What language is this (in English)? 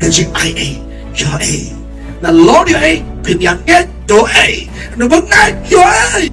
Khasi